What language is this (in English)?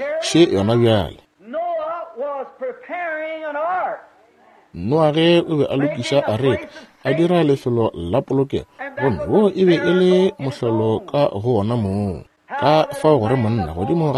Northern Sotho